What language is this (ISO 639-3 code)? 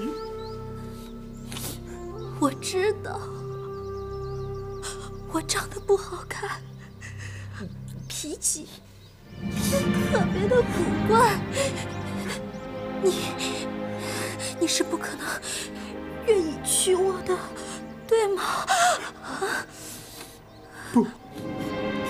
zho